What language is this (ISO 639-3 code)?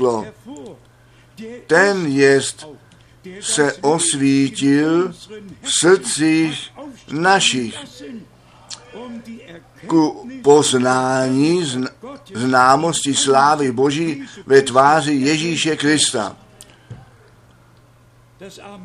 ces